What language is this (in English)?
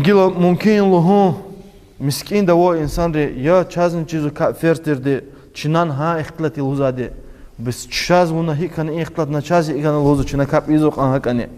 Lezghian